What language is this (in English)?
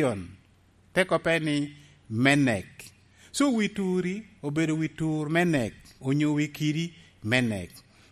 Lango (Uganda)